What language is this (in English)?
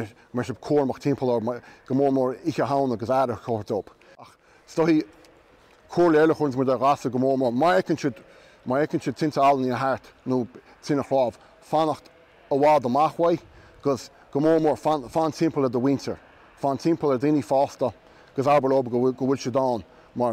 Irish